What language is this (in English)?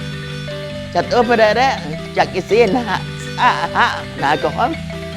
Poqomchi'